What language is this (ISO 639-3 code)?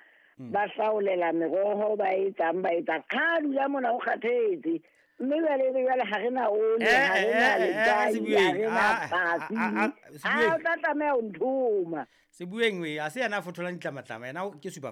sot